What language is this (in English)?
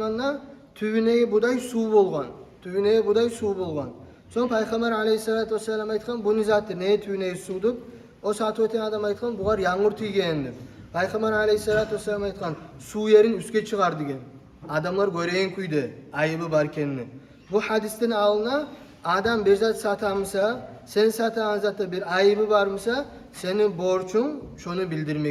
Kumyk